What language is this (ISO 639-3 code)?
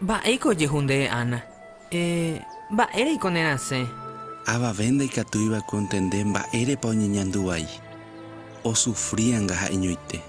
grn